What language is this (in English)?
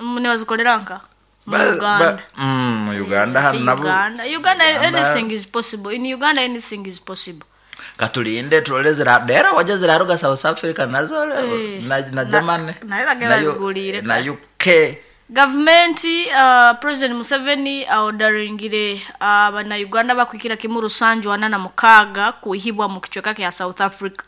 Nyoro